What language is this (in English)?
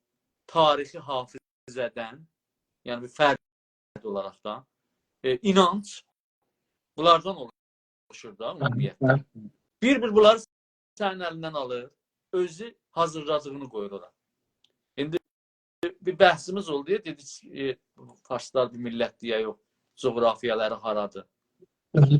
South Azerbaijani